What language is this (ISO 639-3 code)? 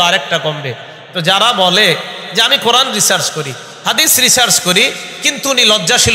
ben